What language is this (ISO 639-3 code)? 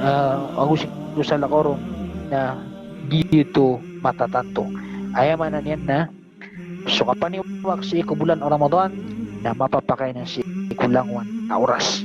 mrw